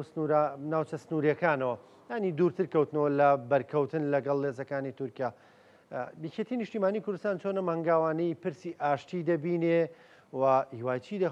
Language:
Central Kurdish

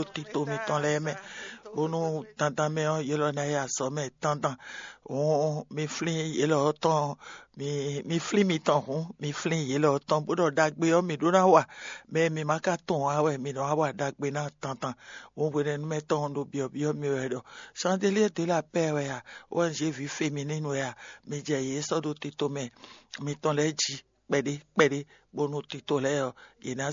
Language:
Fon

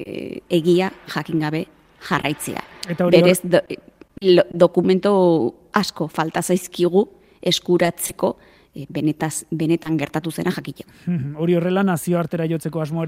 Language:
Basque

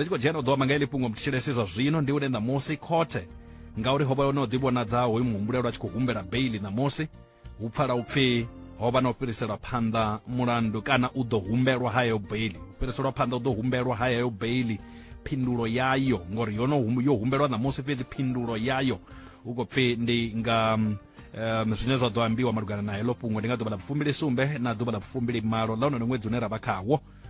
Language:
Venda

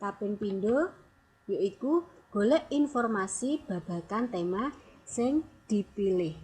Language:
Javanese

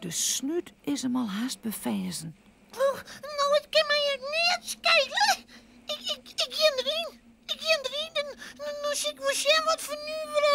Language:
Western Frisian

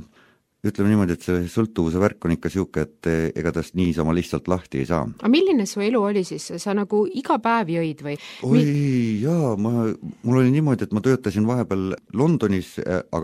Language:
Estonian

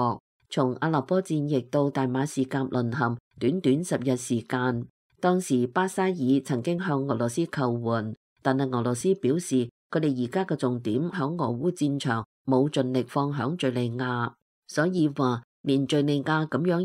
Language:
Cantonese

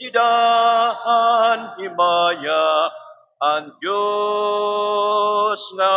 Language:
Waray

